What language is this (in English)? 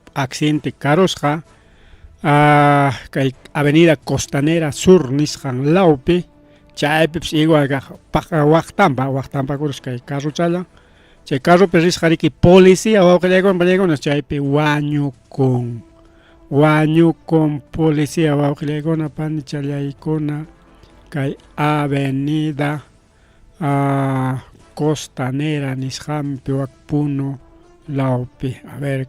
Ayacucho Quechua